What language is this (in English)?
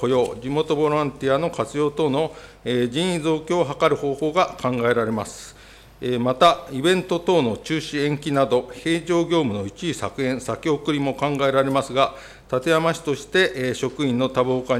Japanese